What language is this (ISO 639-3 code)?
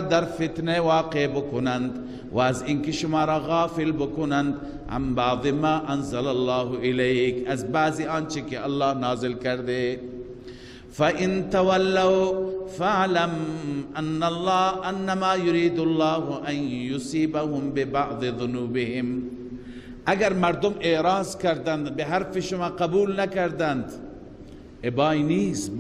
fas